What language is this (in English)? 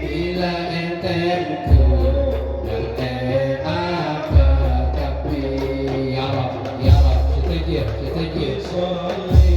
Madurese